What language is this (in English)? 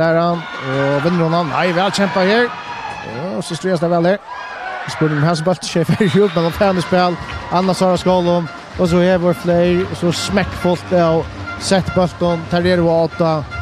Faroese